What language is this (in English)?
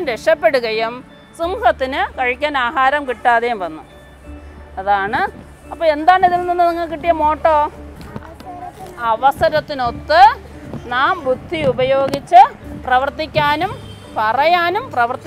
Malayalam